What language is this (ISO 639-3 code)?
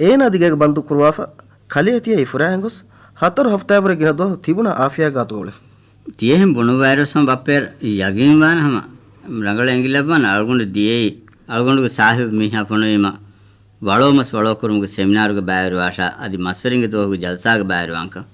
div